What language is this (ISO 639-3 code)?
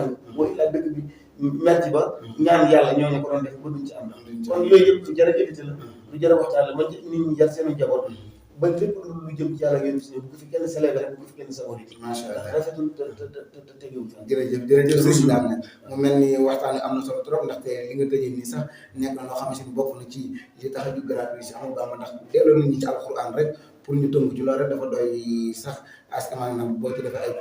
wol